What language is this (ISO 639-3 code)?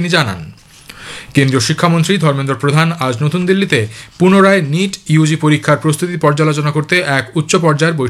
ben